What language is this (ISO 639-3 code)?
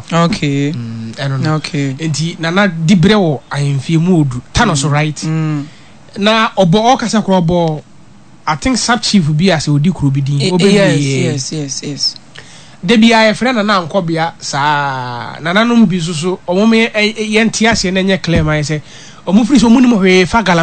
aka